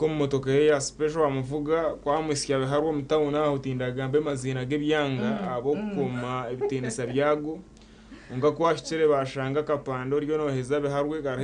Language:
Nyankole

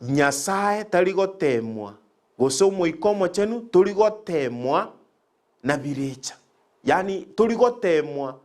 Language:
Gusii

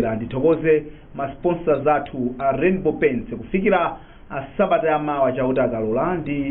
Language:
Nyanja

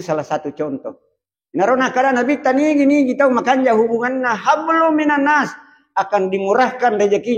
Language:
Buginese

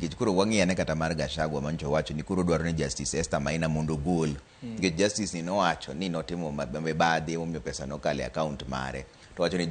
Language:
Luo (Kenya and Tanzania)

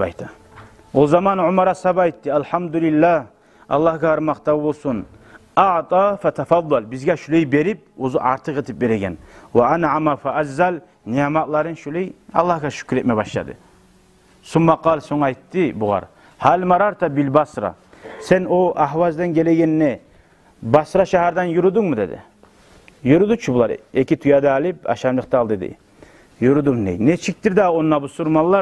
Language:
Kumyk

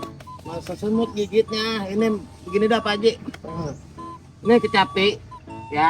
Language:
Betawi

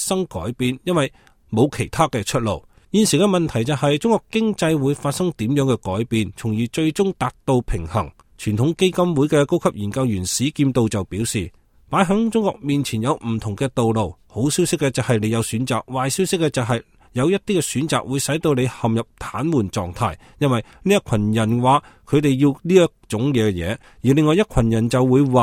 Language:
Cantonese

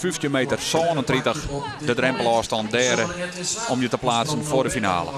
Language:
Western Frisian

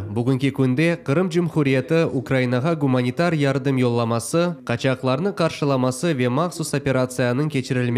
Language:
Crimean Tatar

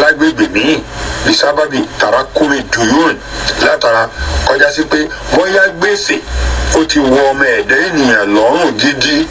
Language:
Yoruba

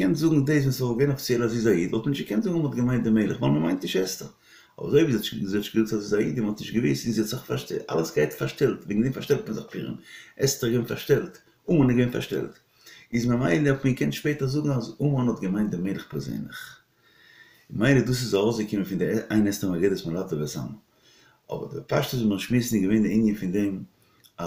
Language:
Yiddish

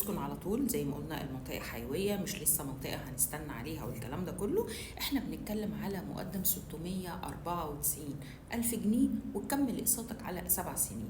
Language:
Egyptian Arabic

